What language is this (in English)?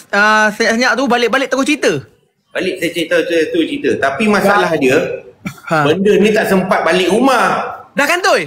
Malay